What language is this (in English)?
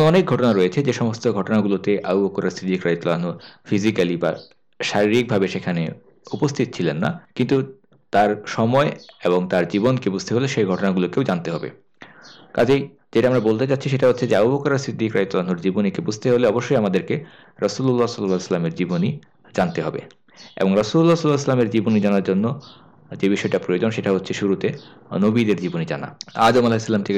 Bangla